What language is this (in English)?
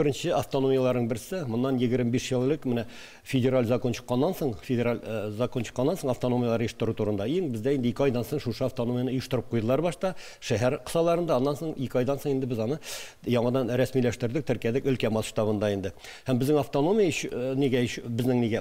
Tatar